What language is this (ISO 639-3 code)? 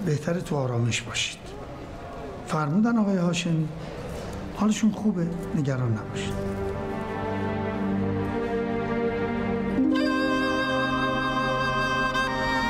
fas